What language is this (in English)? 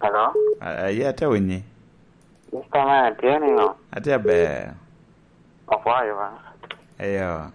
Lango (Uganda)